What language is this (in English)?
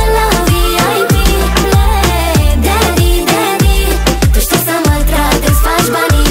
Romanian